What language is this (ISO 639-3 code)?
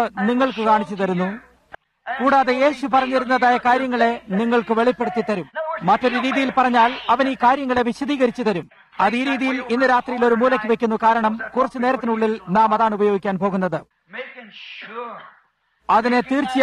mal